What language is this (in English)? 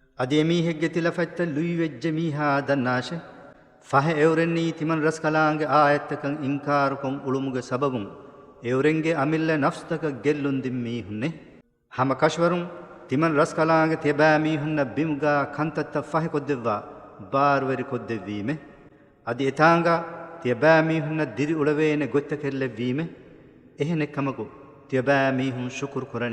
Divehi